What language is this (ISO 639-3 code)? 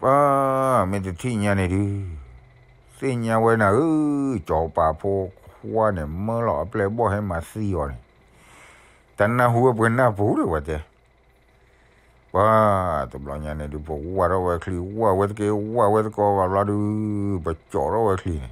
ksw